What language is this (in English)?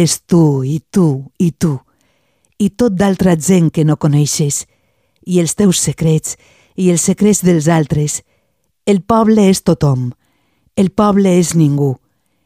Catalan